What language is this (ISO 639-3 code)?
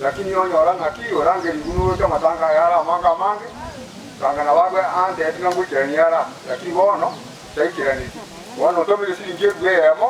guz